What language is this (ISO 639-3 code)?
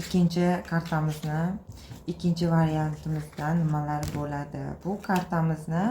uzb